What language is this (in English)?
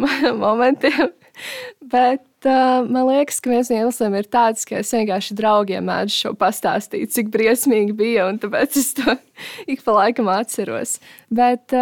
Latvian